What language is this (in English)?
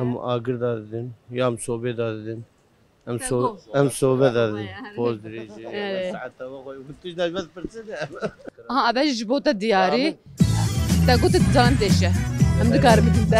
Kurdish